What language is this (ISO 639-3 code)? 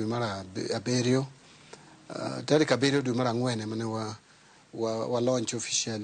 luo